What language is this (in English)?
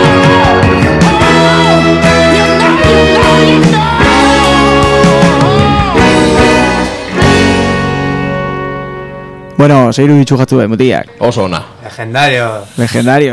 Basque